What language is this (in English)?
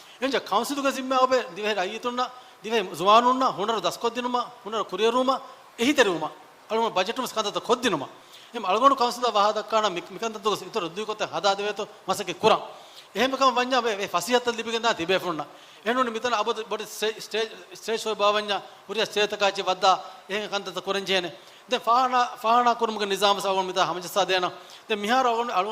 Divehi